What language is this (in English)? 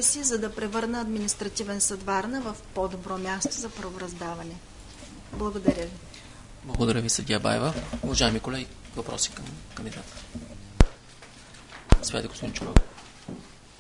Bulgarian